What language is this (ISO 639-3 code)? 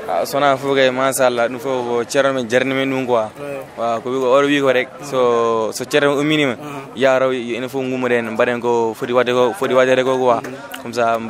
ful